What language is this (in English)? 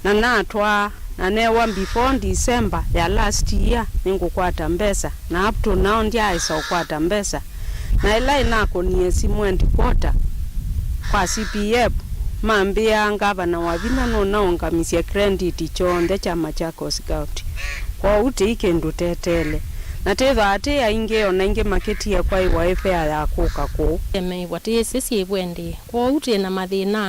Kamba